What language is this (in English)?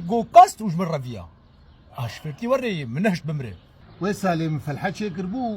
Kurdish